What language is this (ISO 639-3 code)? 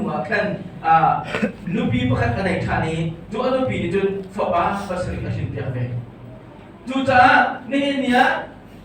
cnh